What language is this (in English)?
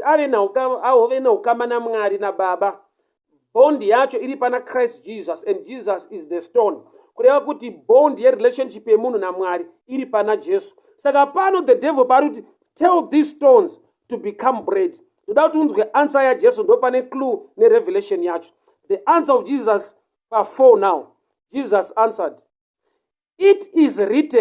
Shona